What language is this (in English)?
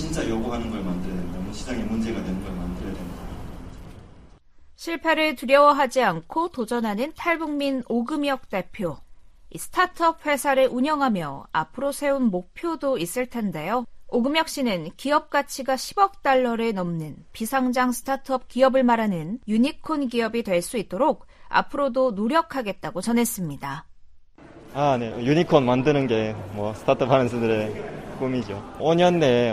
Korean